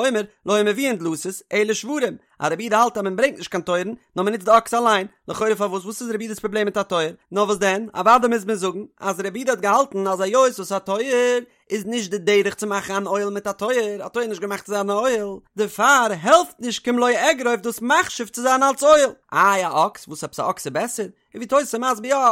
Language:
Yiddish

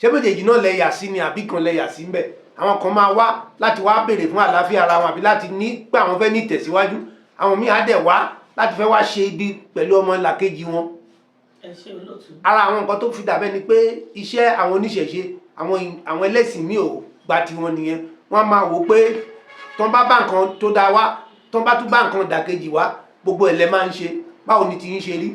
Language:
Yoruba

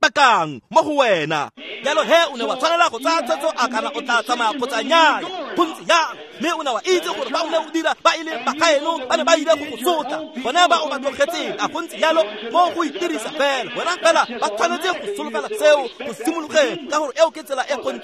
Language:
Tswana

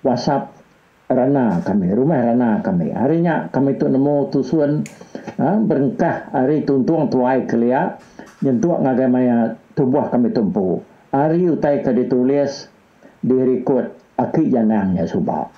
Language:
Iban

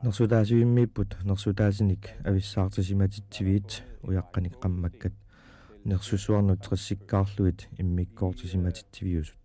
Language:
Kalaallisut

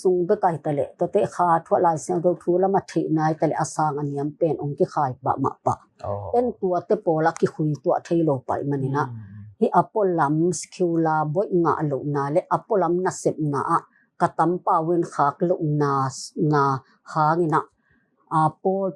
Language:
Tedim Chin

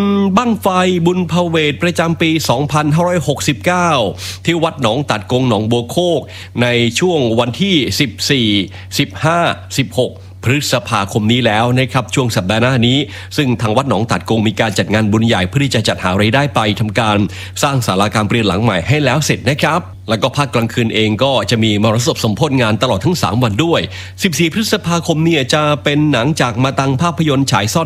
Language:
Thai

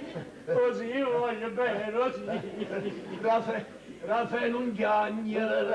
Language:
Neapolitan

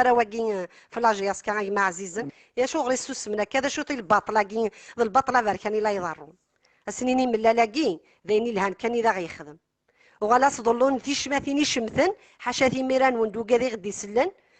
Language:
Kabyle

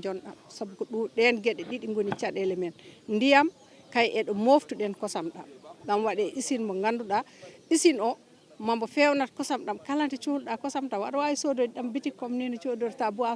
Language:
Fula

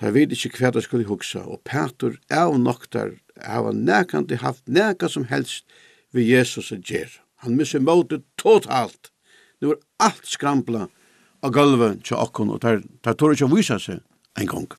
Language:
Faroese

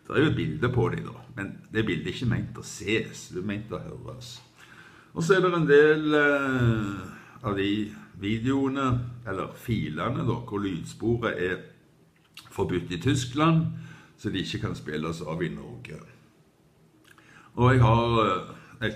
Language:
Norwegian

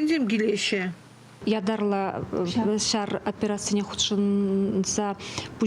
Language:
Chuvash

